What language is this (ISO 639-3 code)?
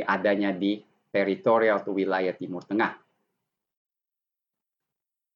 ind